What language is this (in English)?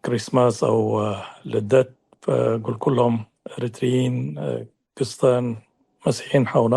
Tigre